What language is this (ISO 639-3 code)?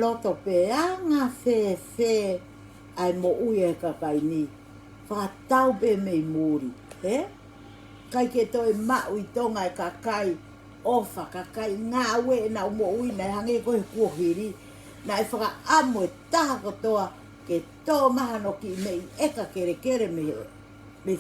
ton